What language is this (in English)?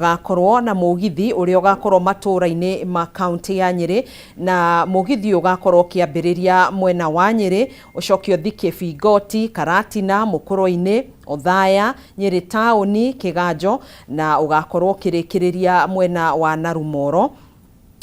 Kikuyu